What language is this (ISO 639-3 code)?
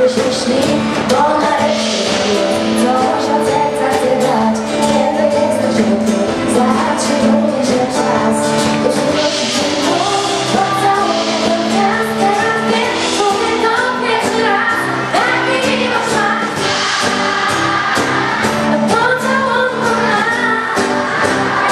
pol